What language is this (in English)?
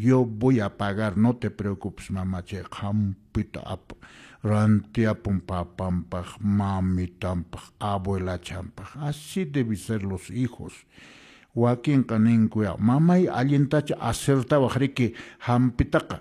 Quechua